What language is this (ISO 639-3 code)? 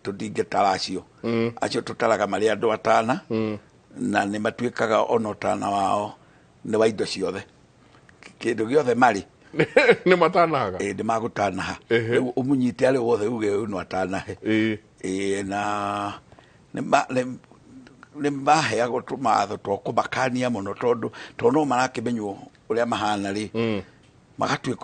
kik